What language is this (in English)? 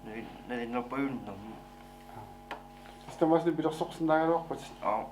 Kalaallisut